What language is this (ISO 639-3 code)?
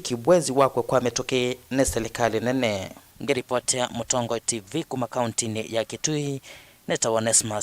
kam